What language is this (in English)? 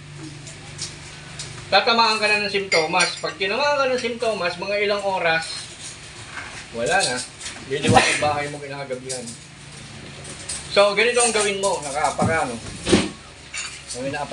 Filipino